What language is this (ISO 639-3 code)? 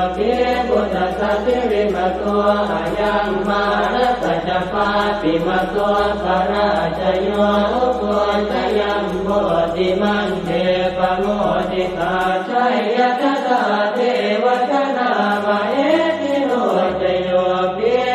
pli